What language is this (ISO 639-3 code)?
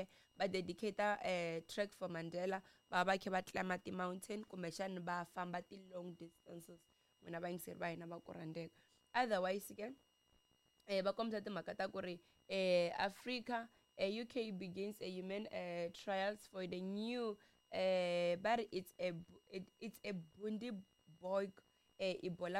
tso